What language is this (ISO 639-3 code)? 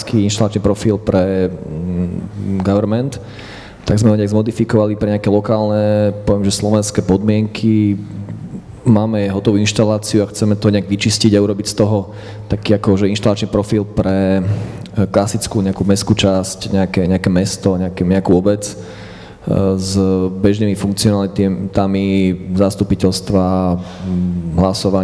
slk